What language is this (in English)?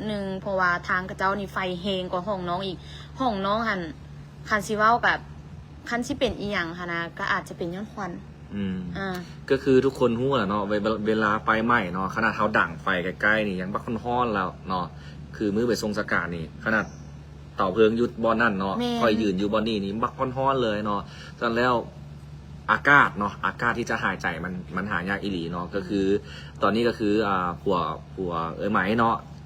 Lao